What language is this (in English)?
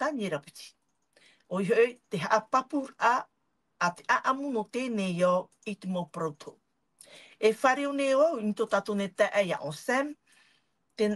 Tahitian